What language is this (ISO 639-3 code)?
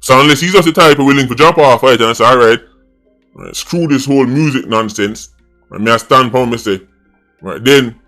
jam